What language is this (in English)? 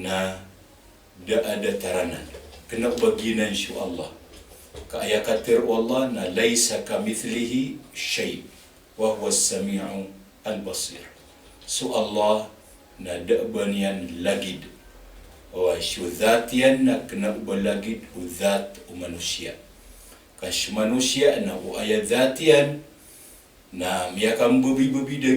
Maranao